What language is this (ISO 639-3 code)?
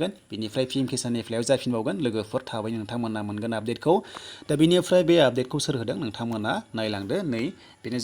brx